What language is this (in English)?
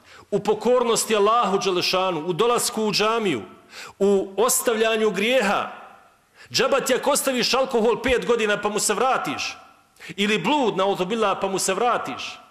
Bosnian